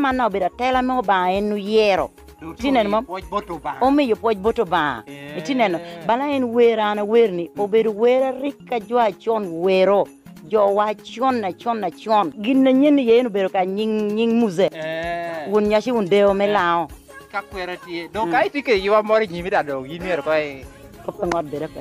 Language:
Lango (Uganda)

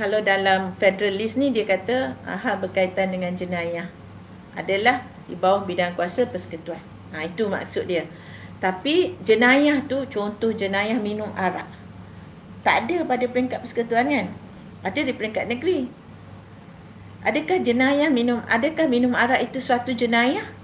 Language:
Malay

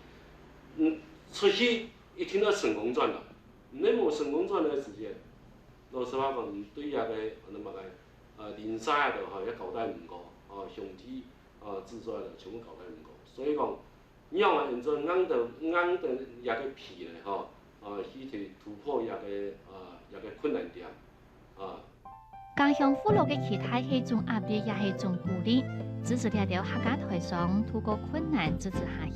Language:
Hakka Chinese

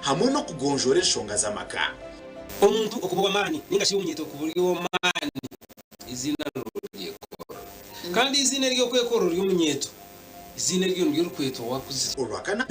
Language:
Nyankole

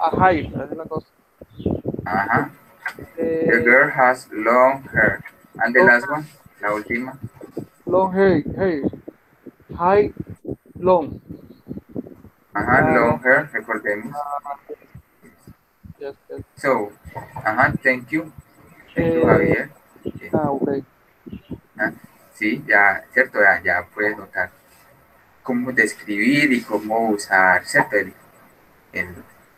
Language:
Spanish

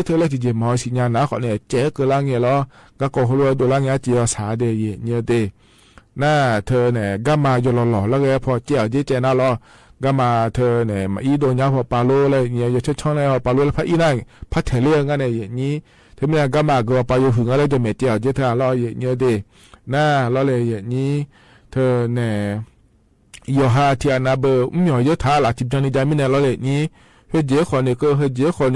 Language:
Akha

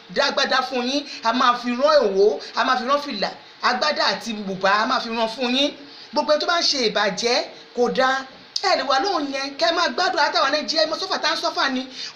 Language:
Yoruba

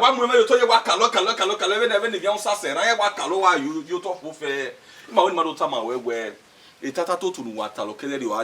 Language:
Bini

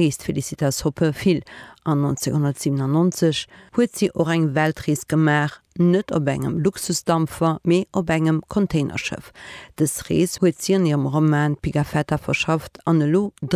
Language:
Luxembourgish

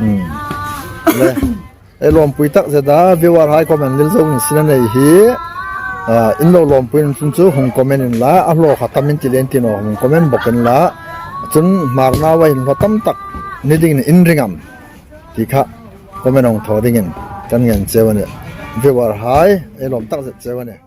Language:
Hmar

